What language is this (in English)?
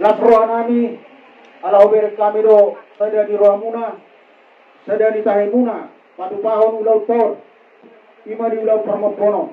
Batak Toba